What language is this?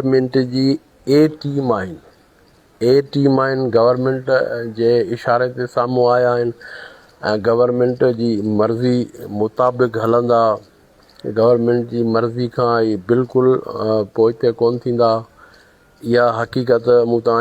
Sindhi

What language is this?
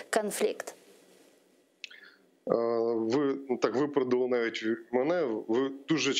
Ukrainian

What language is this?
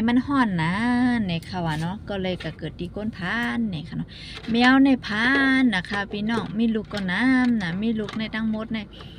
Shan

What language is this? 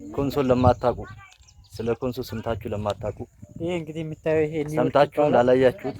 Amharic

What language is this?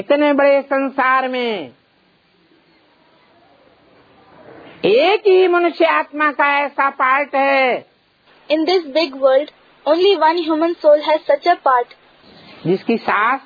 Hindi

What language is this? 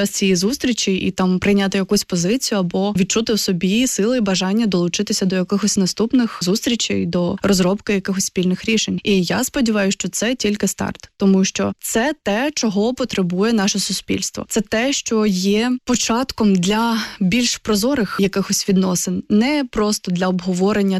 Ukrainian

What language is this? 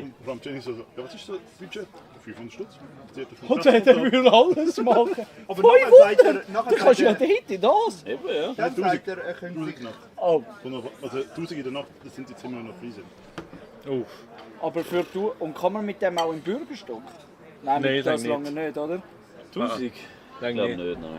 Swiss German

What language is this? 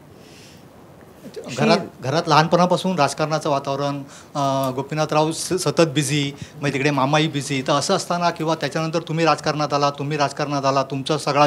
Marathi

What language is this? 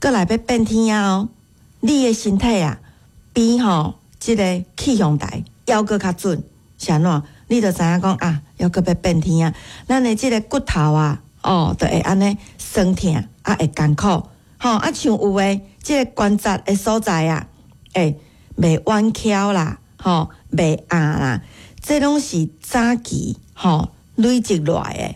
Min Nan Chinese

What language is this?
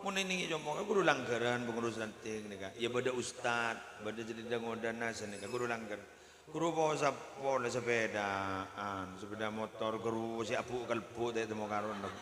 Madurese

